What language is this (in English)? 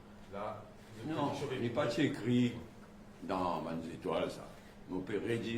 Morisyen